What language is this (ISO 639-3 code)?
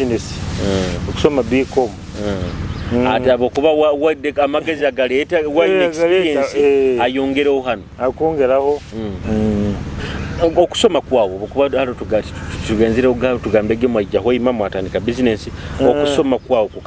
nyo